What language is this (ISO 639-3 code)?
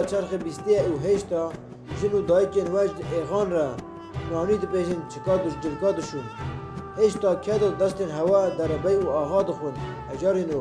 kur